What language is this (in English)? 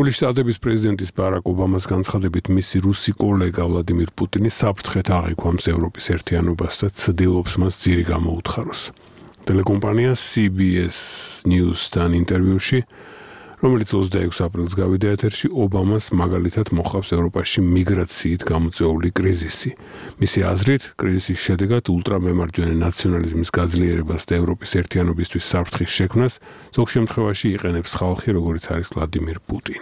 Georgian